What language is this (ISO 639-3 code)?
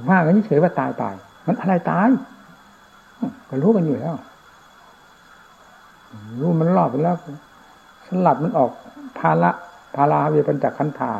tha